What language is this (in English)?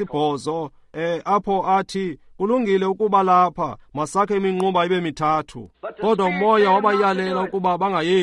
Xhosa